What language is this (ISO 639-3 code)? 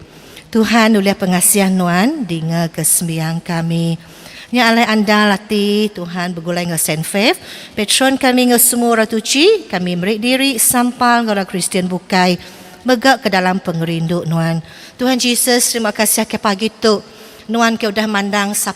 iba